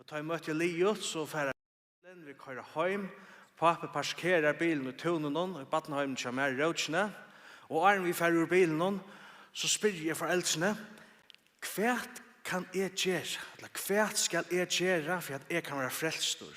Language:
Faroese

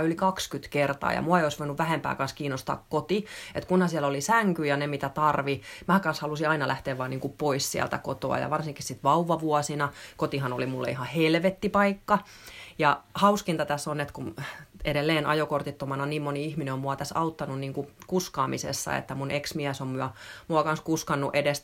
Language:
Finnish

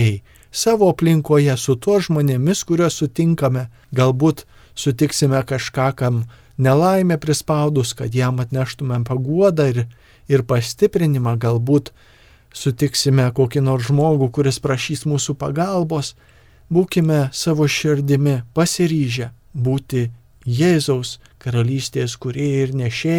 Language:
Lithuanian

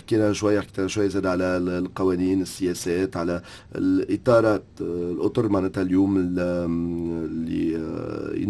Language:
Tunisian Arabic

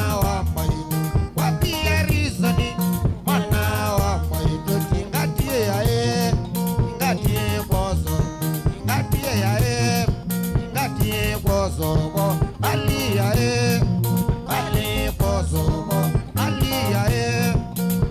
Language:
Kamba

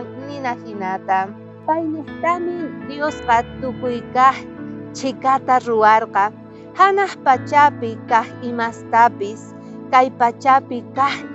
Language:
South Bolivian Quechua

